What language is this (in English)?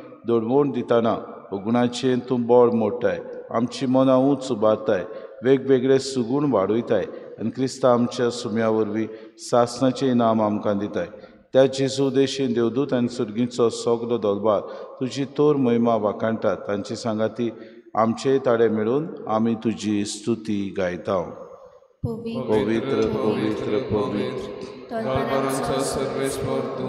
Konkani